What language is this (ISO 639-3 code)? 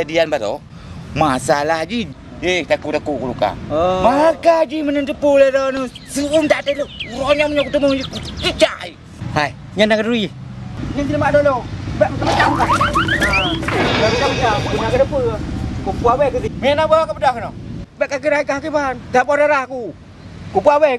ace